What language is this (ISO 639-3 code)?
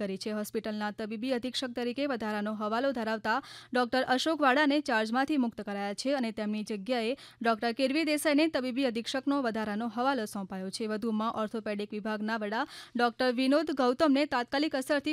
guj